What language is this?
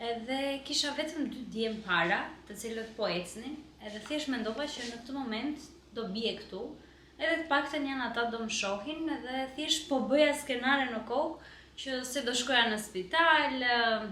Albanian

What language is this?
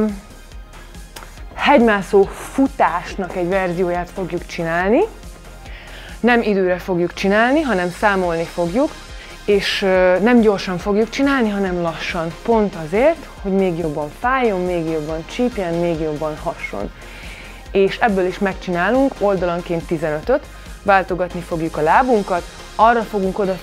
Hungarian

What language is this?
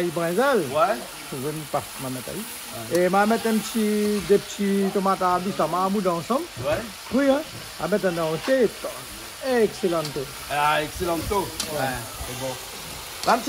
Réunion Creole French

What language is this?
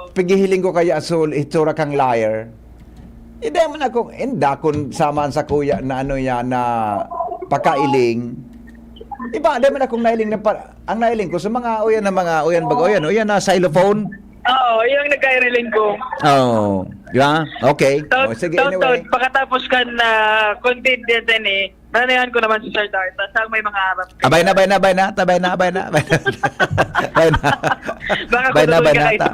Bikol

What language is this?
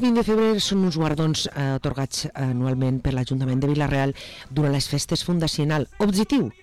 Catalan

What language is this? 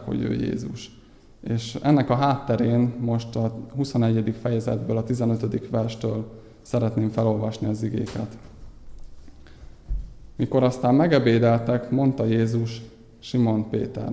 Hungarian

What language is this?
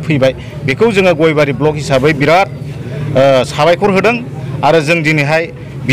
Bodo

